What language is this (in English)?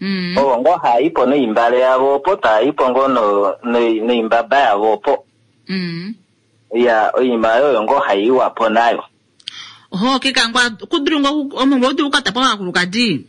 Kuanyama